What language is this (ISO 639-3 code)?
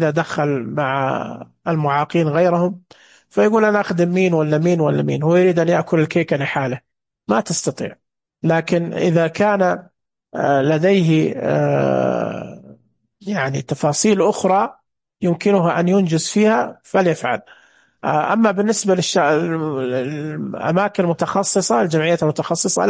ars